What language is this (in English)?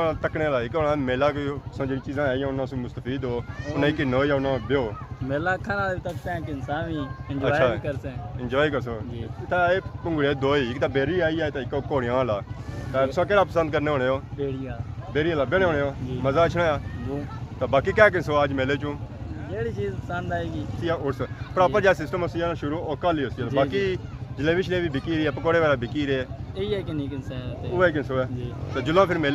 Pahari-Potwari